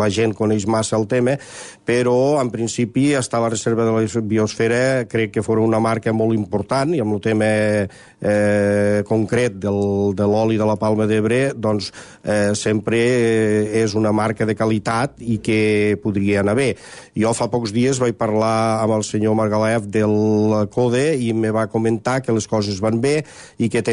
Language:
Catalan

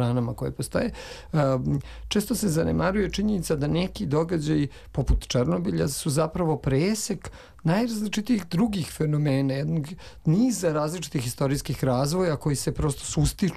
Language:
Serbian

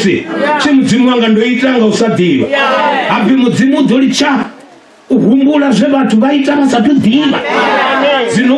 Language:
Venda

